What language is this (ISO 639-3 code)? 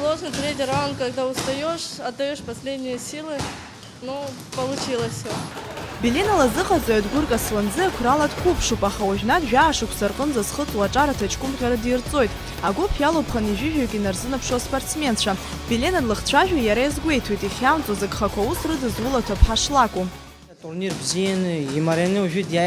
abk